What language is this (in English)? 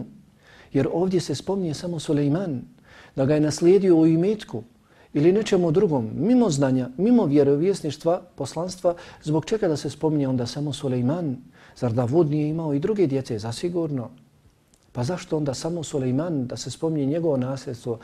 Bosnian